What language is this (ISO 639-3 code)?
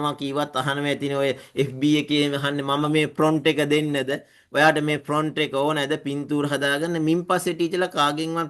sin